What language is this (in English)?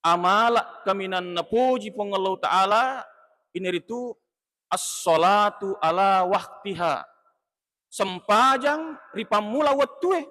Buginese